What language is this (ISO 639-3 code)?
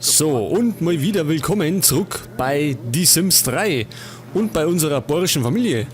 bar